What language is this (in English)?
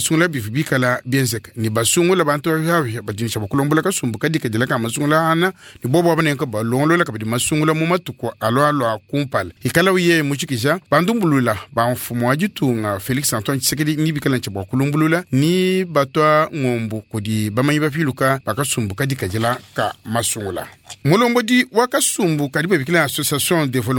Luba-Lulua